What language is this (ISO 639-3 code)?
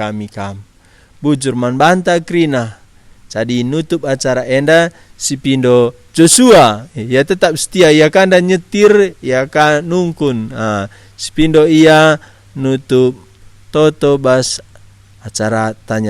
btx